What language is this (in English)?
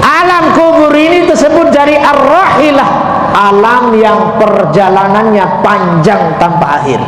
Sasak